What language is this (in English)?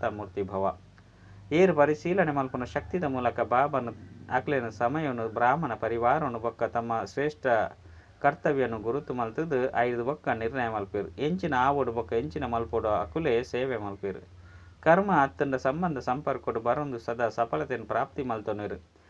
Tulu